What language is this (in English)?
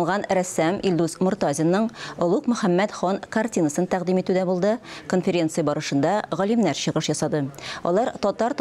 Tatar